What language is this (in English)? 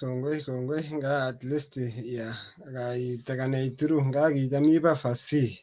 Kalenjin